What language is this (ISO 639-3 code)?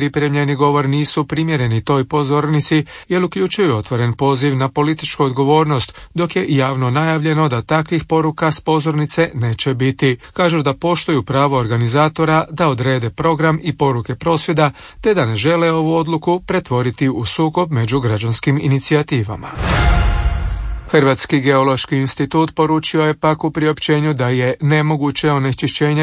hrv